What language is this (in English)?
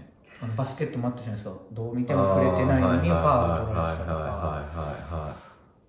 Japanese